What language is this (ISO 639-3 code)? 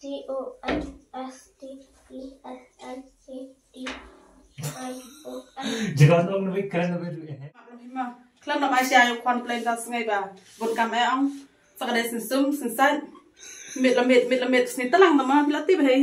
kha